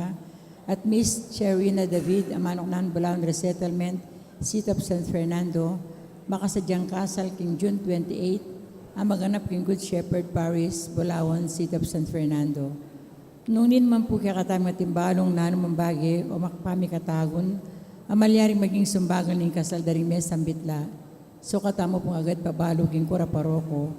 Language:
Pampanga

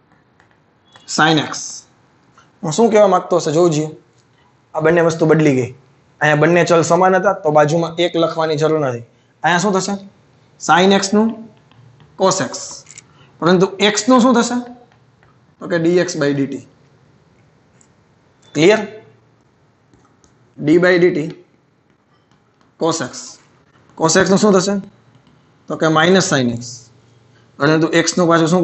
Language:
Gujarati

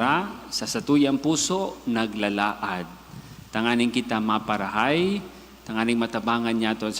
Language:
Bikol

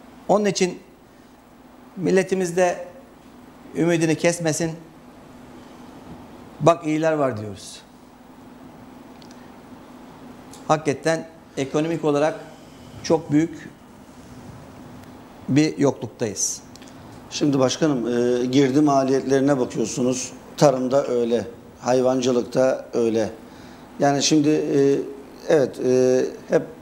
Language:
Turkish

